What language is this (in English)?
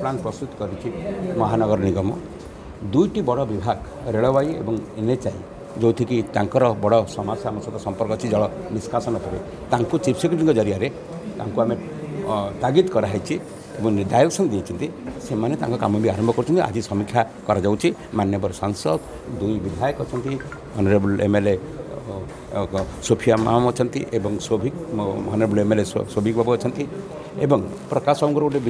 Odia